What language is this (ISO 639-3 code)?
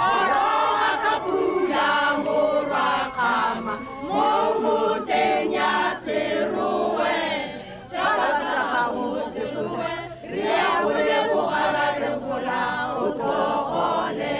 tsn